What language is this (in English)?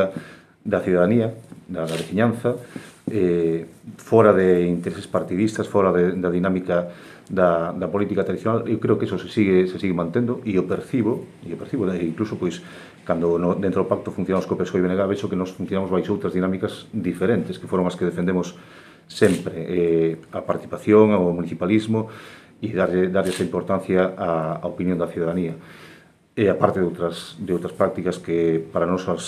Galician